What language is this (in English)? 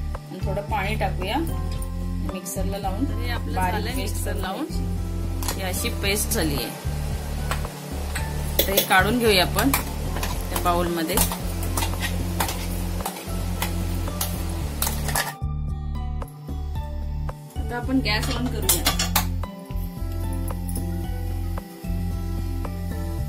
Marathi